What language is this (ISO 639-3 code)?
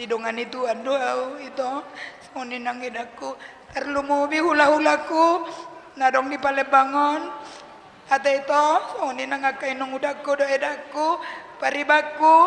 bbc